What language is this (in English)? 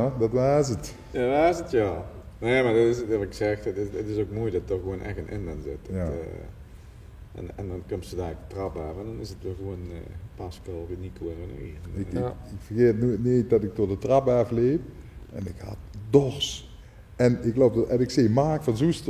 Limburgish